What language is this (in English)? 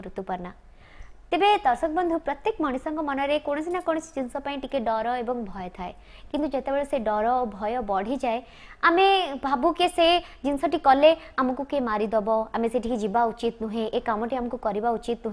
Odia